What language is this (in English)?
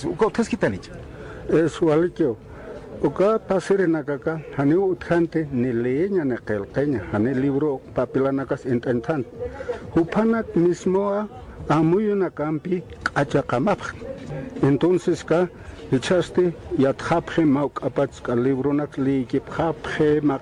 Aymara